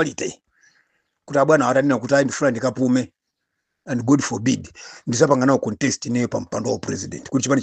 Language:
Nyanja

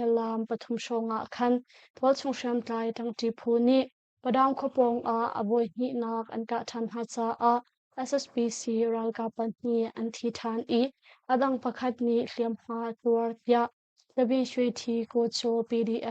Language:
Hakha Chin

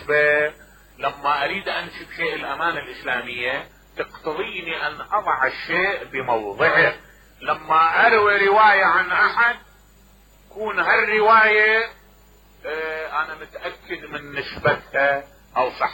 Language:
Mesopotamian Arabic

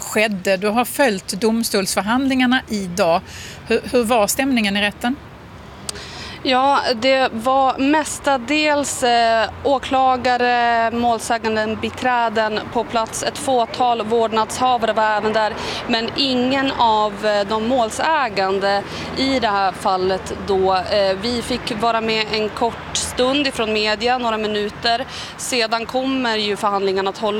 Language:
Swedish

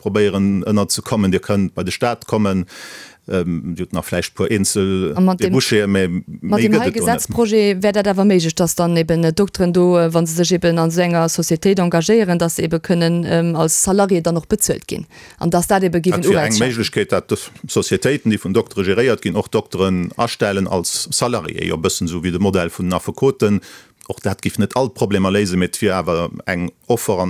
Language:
Luxembourgish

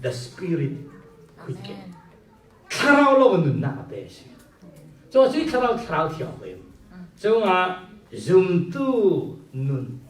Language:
Falam Chin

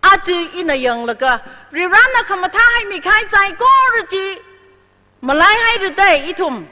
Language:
Tangkhul Naga (India)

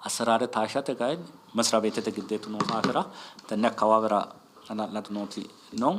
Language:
Sidamo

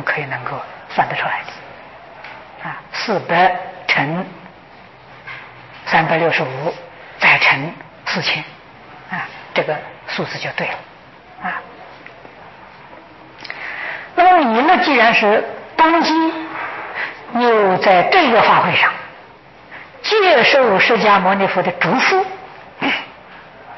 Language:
Chinese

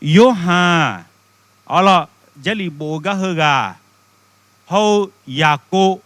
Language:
Akha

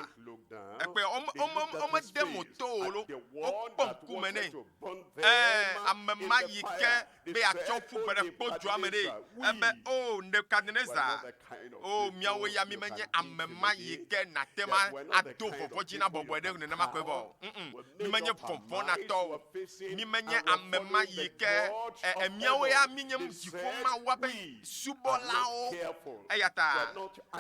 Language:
Ewe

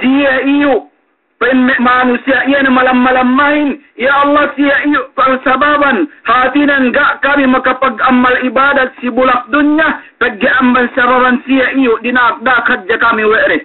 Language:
Yakan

